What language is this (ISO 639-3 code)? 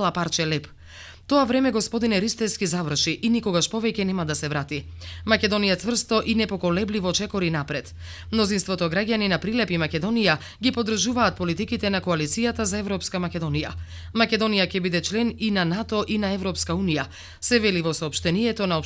mkd